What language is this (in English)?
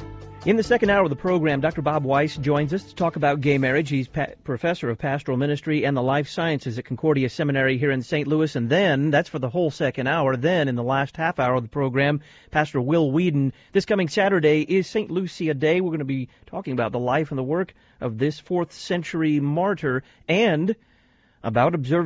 English